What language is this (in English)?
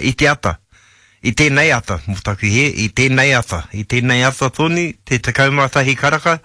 Māori